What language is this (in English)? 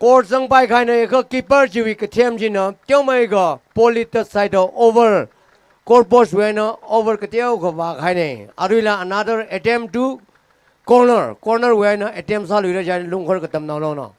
Tangkhul Naga (India)